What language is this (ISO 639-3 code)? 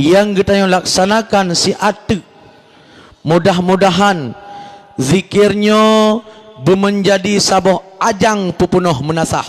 ace